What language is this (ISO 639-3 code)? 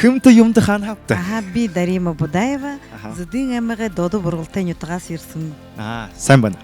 bua